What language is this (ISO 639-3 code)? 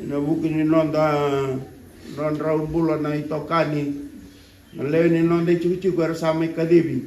fij